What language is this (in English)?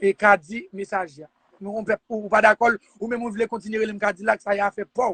Haitian Creole